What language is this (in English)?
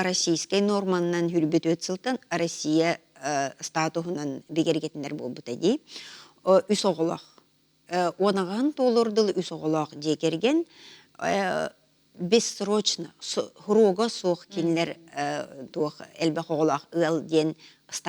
Yakut